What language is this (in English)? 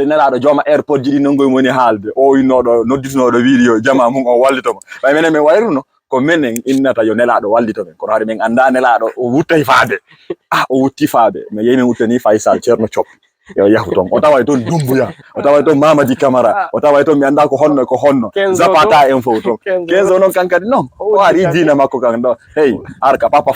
Fula